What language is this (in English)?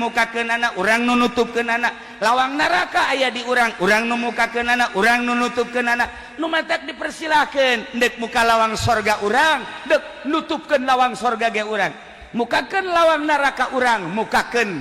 Sundanese